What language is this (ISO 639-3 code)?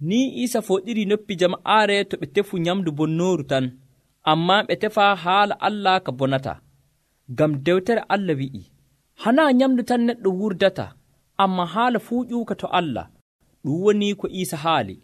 fuv